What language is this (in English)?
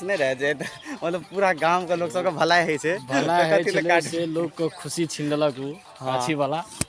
Maithili